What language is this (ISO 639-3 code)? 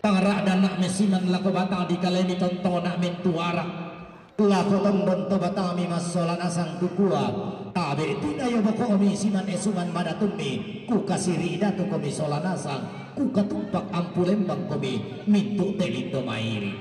sda